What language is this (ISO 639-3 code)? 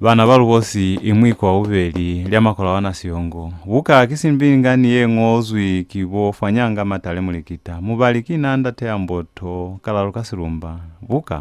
loz